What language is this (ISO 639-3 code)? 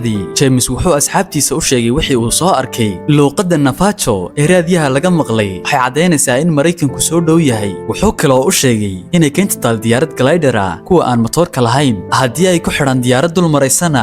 som